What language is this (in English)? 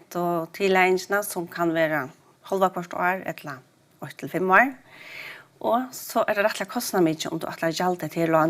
Faroese